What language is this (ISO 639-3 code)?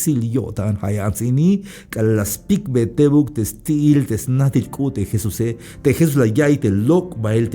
tzh